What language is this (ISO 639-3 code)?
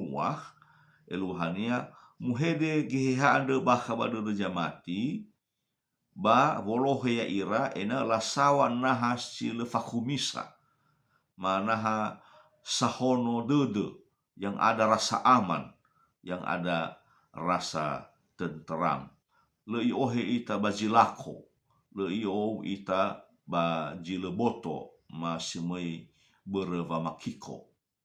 nia